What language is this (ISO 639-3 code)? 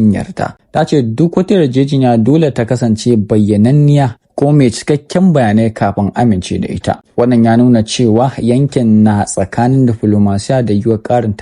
hau